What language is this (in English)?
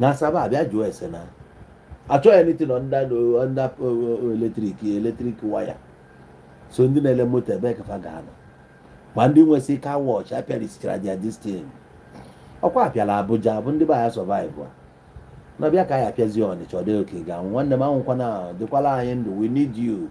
Igbo